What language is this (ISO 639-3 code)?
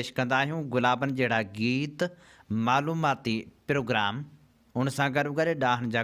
snd